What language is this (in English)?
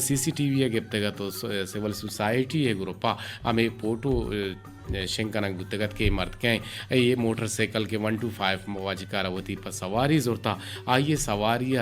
Eastern Balochi